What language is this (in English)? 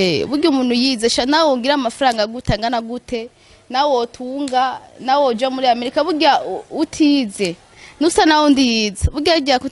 Rundi